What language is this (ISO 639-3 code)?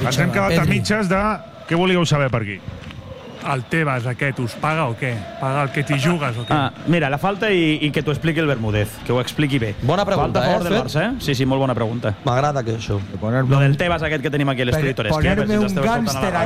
cat